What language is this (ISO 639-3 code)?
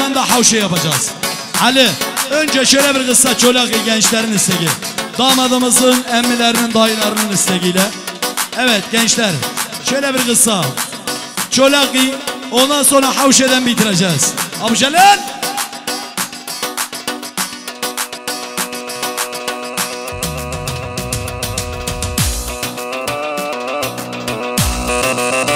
tur